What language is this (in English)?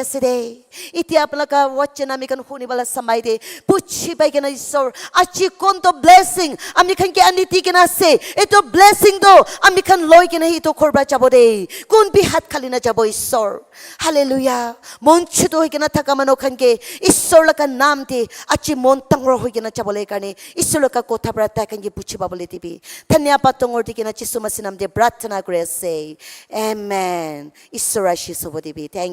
Naga Pidgin